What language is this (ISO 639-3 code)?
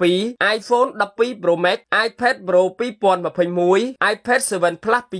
khm